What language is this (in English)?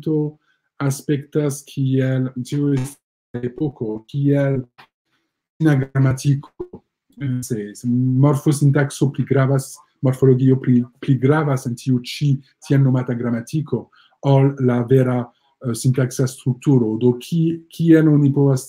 Esperanto